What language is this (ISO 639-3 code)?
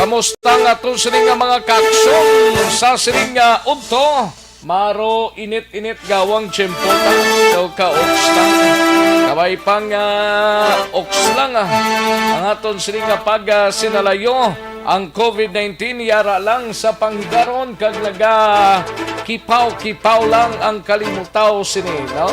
hil